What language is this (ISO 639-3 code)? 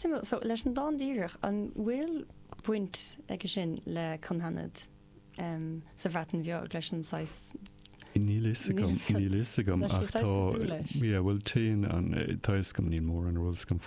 gle